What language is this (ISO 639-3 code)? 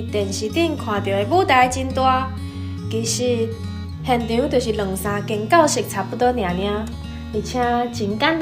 nan